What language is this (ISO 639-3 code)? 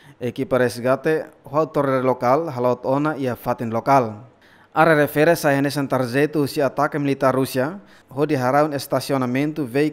tet